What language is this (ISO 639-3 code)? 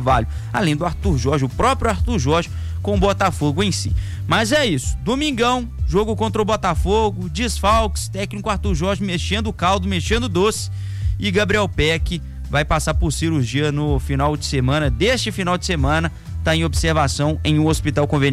por